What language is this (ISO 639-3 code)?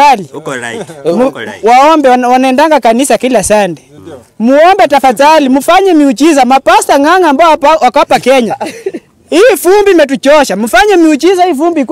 swa